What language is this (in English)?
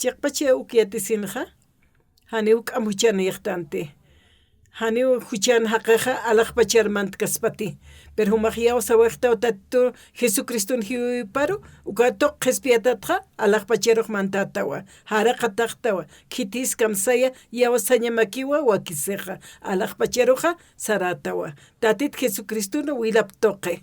Aymara